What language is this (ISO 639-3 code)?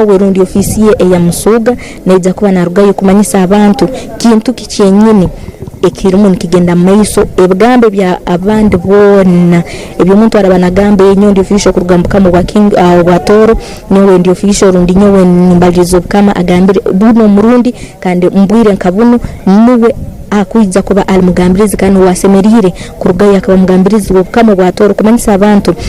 ttj